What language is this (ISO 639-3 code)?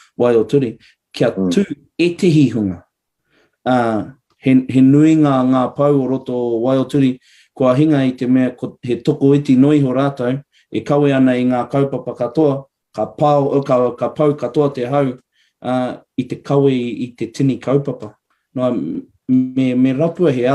mri